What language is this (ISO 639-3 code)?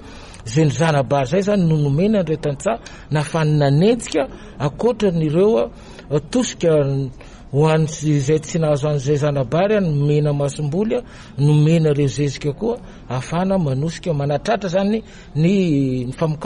mlg